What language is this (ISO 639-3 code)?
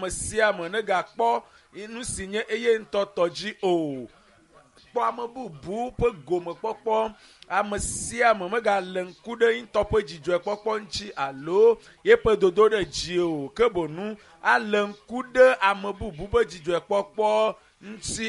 ewe